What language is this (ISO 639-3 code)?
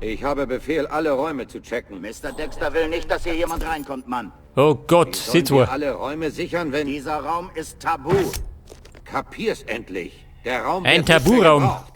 bar